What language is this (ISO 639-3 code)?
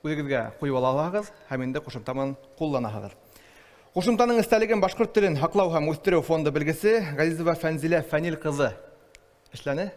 bak